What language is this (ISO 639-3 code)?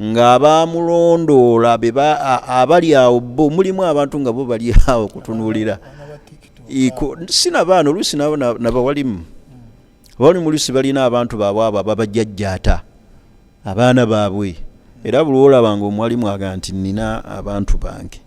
lug